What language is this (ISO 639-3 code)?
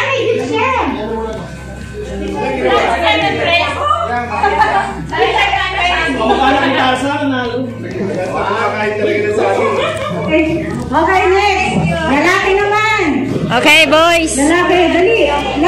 fil